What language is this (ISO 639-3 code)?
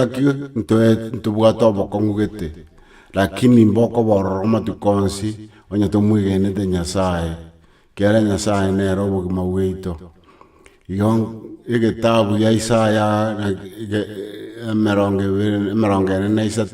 guz